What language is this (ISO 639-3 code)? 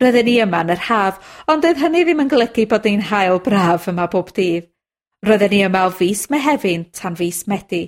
cym